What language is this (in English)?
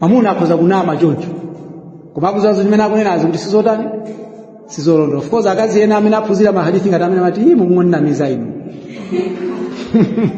Nyanja